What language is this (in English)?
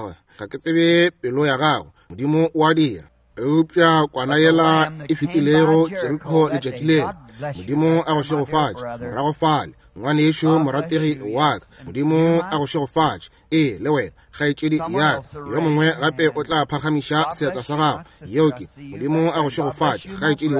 Northern Sotho